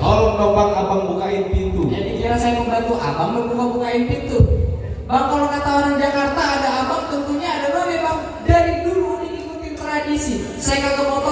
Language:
Betawi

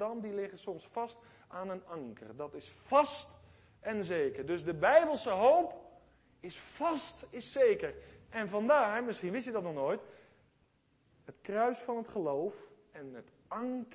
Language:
Dutch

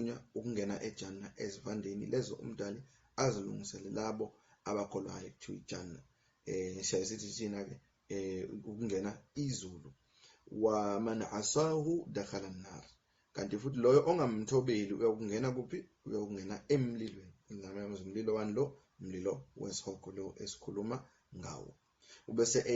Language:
Zulu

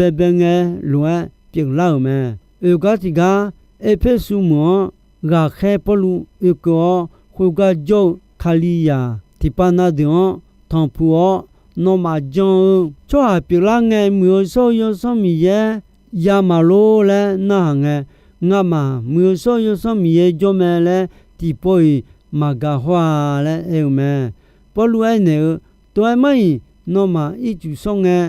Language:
Akha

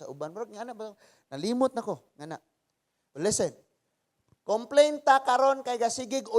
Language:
Cebuano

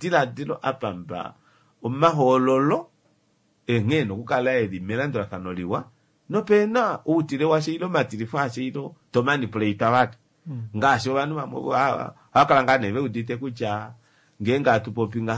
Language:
Kuanyama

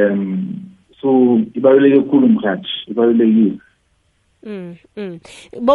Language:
South Ndebele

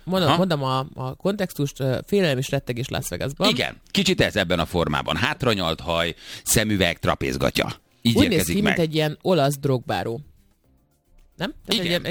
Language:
Hungarian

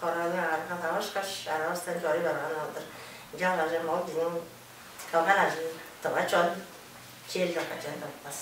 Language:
Tuvinian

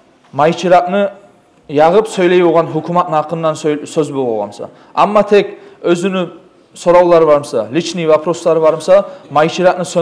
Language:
Kumyk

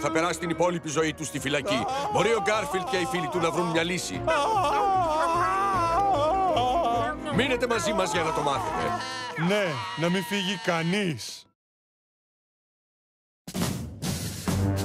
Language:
Greek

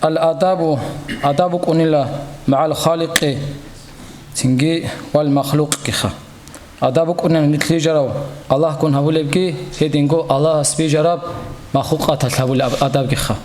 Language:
Avaric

